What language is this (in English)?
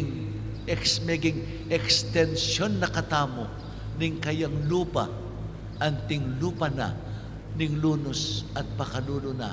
Pampanga